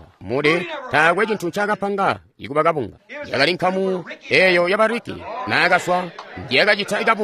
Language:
Tonga (Zambia)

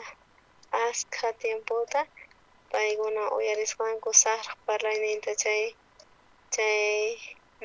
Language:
South Bolivian Quechua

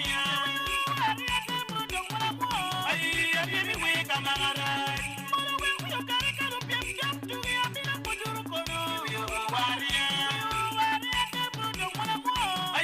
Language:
Acoli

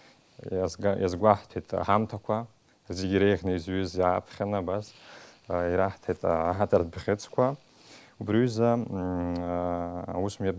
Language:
Abkhazian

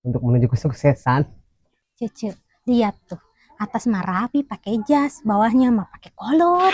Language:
Sundanese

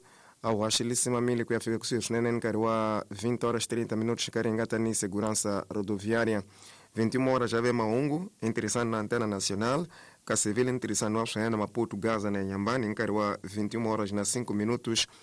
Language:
Tsonga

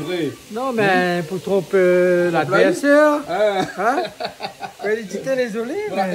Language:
Réunion Creole French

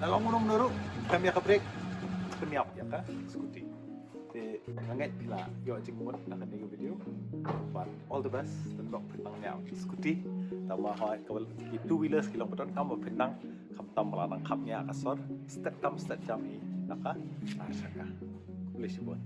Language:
Khasi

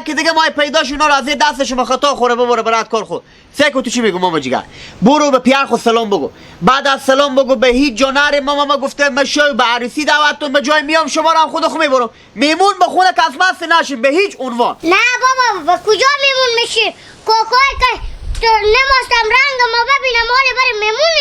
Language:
Hazaragi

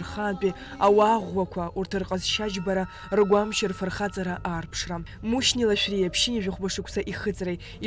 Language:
Abkhazian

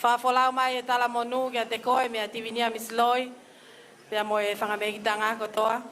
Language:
Tongan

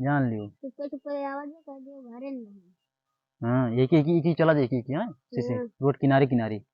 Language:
Awadhi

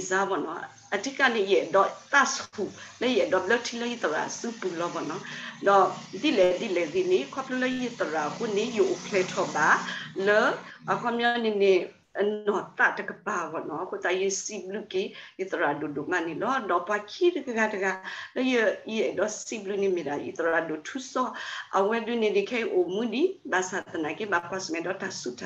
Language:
S'gaw Karen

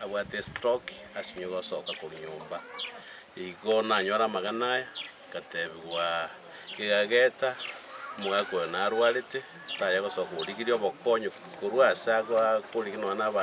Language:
Gusii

